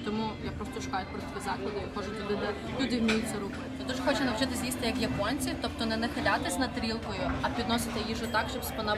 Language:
Ukrainian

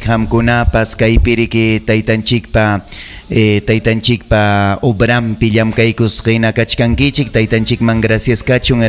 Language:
Ayacucho Quechua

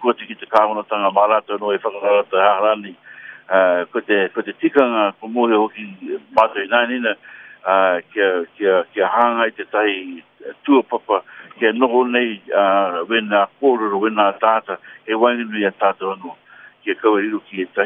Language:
Māori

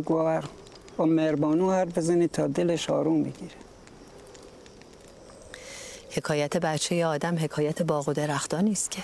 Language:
Persian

